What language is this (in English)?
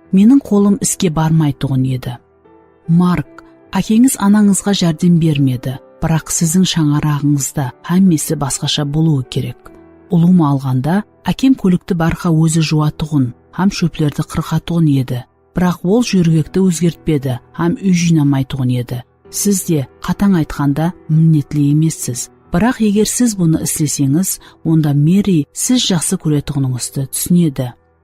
Kara-Kalpak